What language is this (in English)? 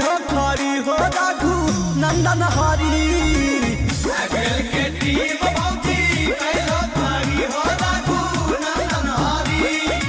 Magahi